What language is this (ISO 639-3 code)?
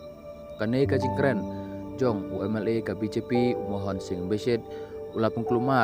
kha